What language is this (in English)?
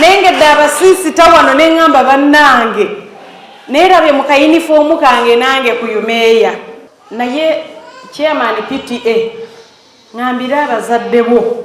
Ganda